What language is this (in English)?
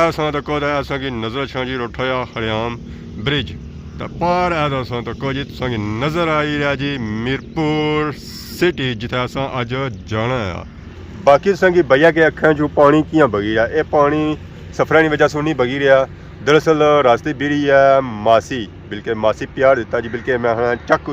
Pahari-Potwari